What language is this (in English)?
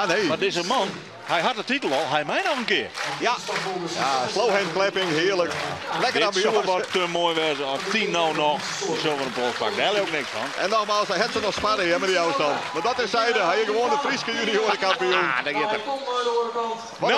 Western Frisian